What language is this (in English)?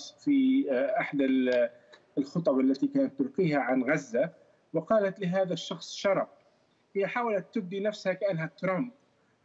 Arabic